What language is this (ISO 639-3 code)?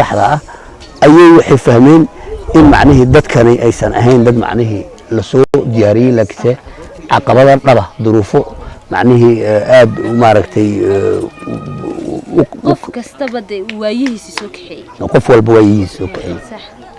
som